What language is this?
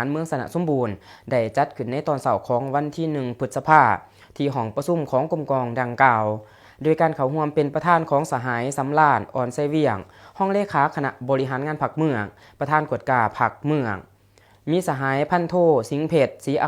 Lao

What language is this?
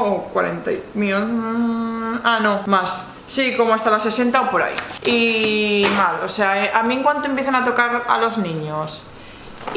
Spanish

